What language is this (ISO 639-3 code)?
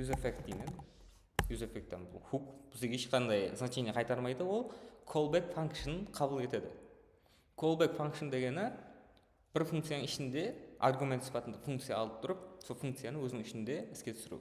kaa